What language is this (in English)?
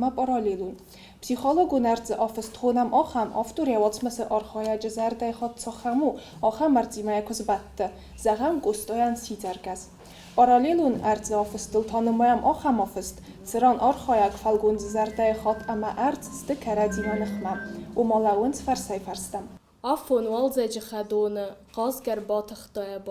Ossetic